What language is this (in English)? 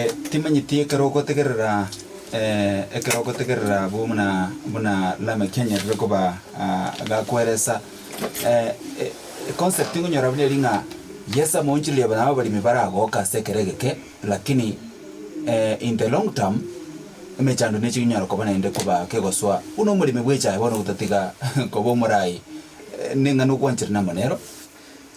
Gusii